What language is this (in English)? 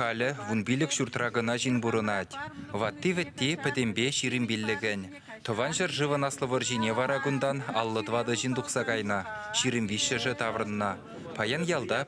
Chuvash